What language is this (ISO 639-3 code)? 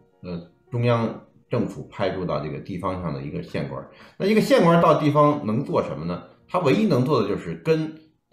zho